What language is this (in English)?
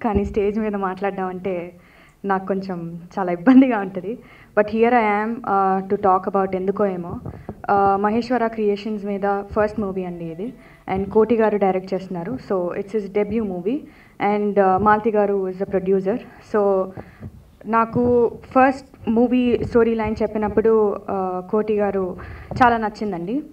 Telugu